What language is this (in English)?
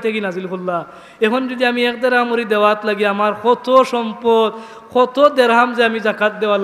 Sylheti